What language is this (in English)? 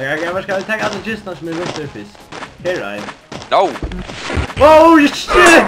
Faroese